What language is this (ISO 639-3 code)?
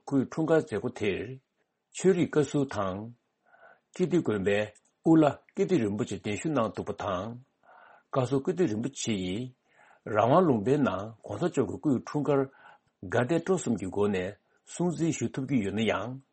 bod